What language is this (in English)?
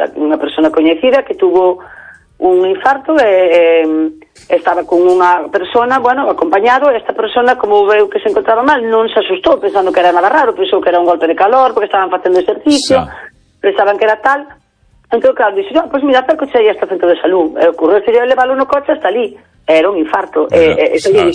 Galician